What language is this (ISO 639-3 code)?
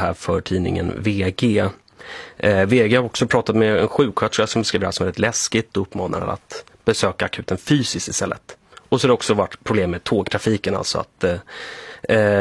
swe